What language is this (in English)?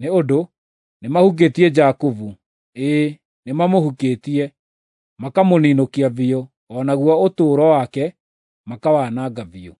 Kikuyu